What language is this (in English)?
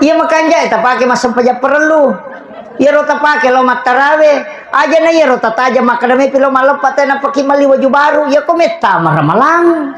Buginese